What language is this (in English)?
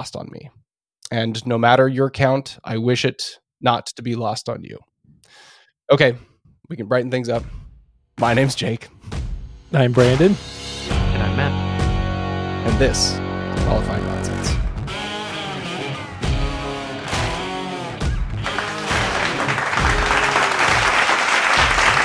English